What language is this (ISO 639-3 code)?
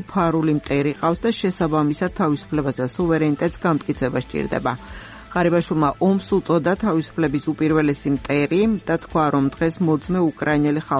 kat